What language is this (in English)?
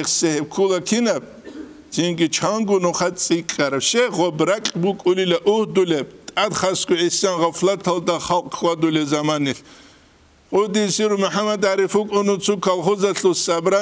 Avaric